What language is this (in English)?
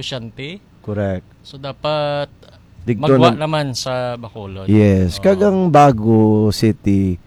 Hiligaynon